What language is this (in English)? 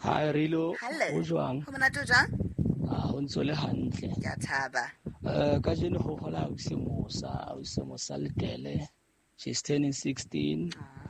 Southern Sotho